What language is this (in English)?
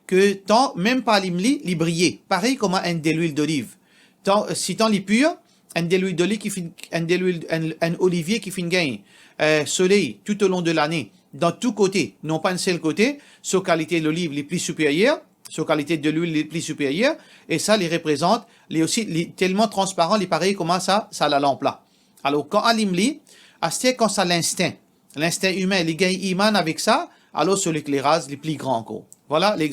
Morisyen